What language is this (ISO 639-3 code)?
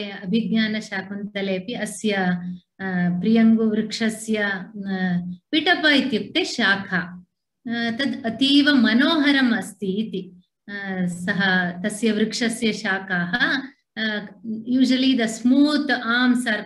san